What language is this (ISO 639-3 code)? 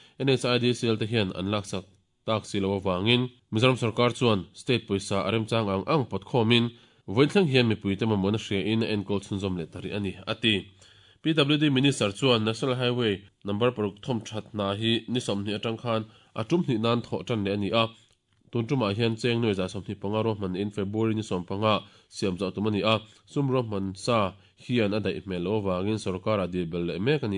lus